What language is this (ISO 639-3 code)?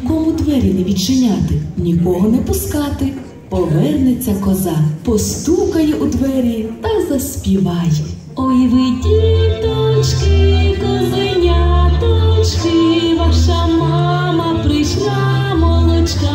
ukr